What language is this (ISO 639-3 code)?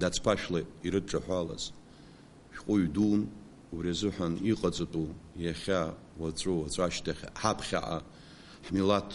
abk